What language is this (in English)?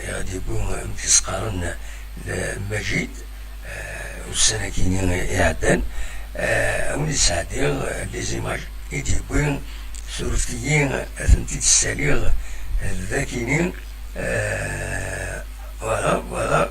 Kabyle